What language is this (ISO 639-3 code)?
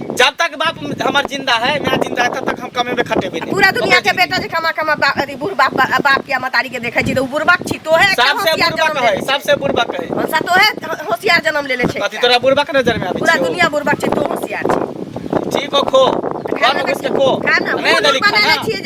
mai